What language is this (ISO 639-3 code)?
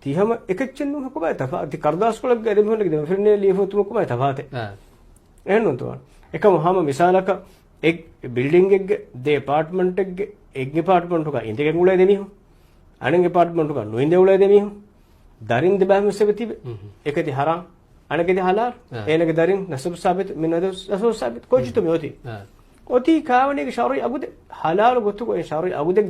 div